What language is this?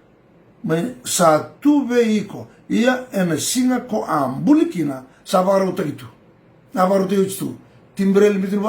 Fijian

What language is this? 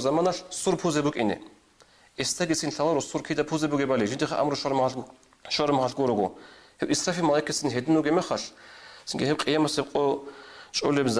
Avaric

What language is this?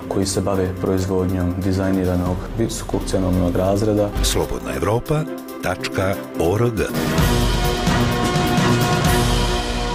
Bosnian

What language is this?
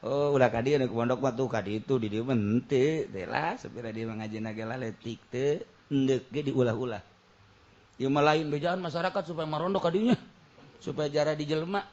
Sundanese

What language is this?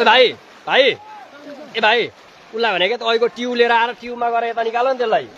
Nepali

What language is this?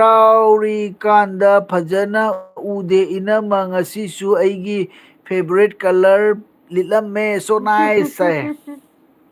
Manipuri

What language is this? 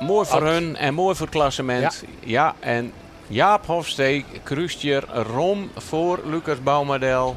Western Frisian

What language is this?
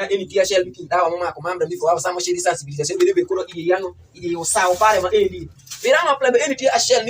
Alur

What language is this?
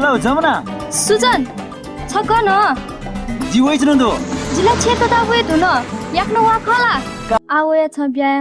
Newari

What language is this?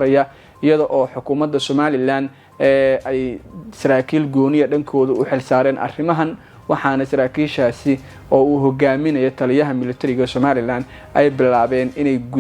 Somali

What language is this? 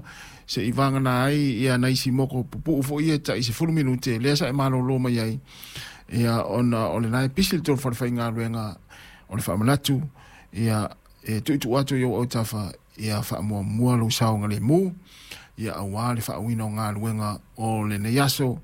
Samoan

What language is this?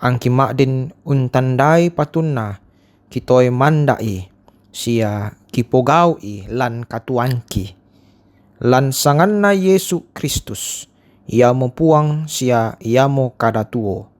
Toraja-Sa'dan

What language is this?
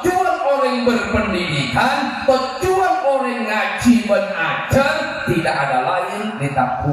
Madurese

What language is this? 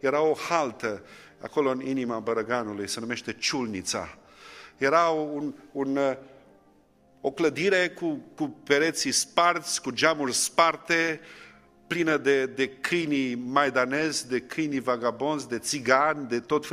Romanian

